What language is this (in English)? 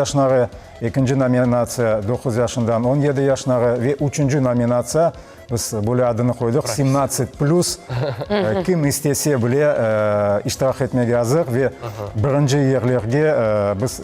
Crimean Tatar